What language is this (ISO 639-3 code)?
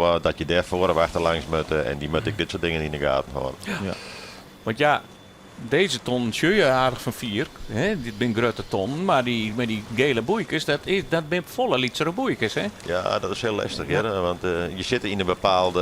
fry